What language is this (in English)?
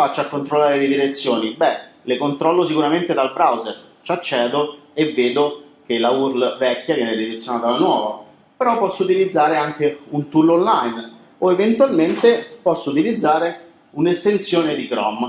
Italian